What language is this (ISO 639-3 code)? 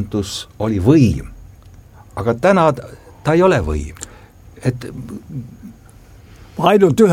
est